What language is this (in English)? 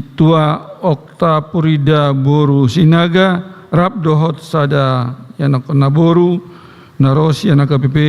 Batak Toba